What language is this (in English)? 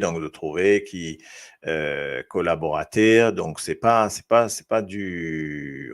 Morisyen